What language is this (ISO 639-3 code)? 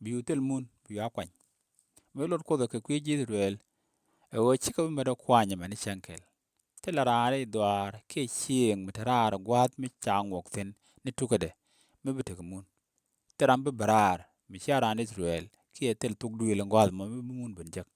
nus